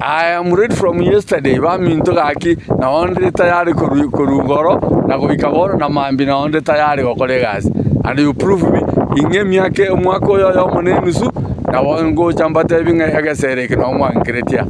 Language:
Gusii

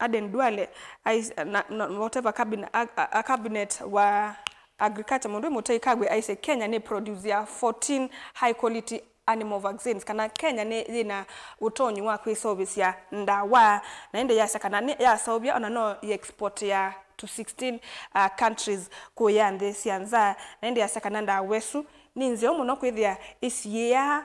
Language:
Kamba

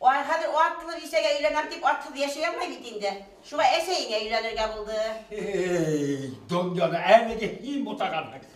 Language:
Bashkir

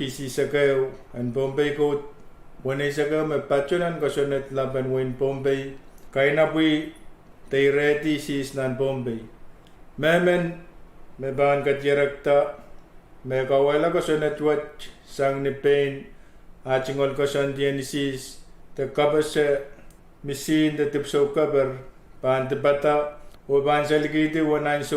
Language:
Pohnpeian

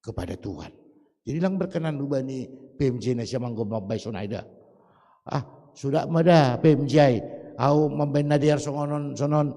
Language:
Batak Simalungun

